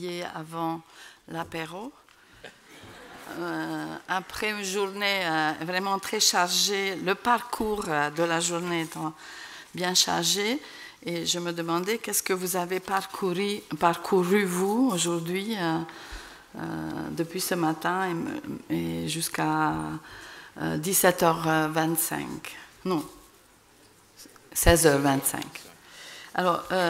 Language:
French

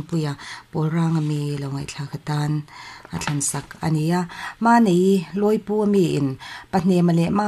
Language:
Mizo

